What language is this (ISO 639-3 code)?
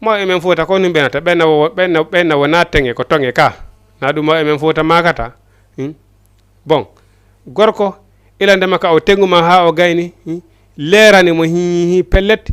ful